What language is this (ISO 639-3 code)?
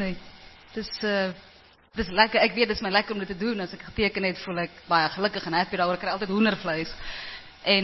afr